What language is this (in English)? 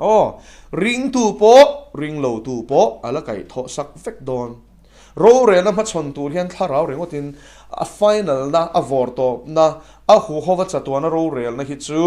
Mizo